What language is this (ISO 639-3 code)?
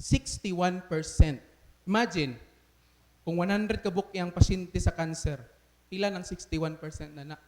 ceb